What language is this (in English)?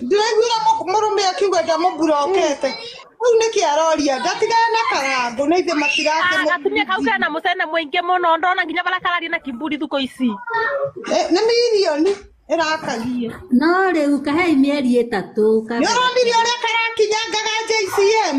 Kikuyu